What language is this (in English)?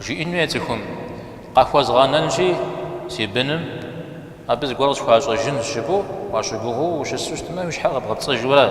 Kabardian